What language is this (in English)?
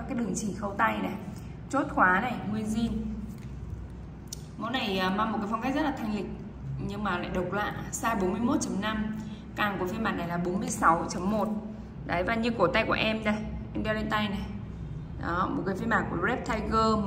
Vietnamese